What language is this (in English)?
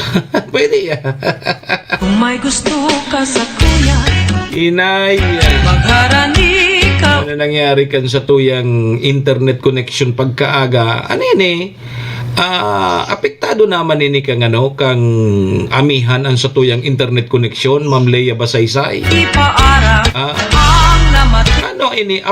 Bikol